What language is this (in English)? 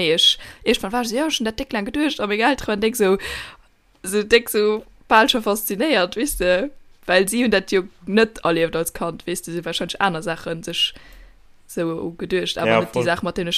Luxembourgish